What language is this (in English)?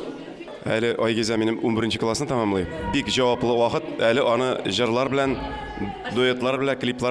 Tatar